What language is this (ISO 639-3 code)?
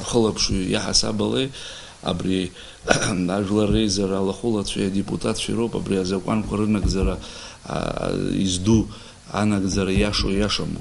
abk